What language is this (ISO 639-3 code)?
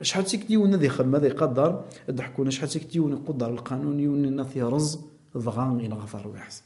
kab